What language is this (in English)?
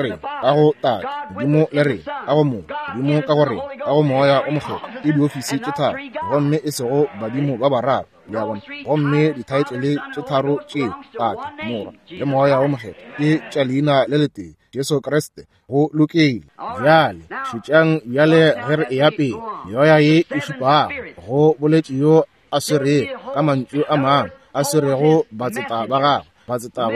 Northern Sotho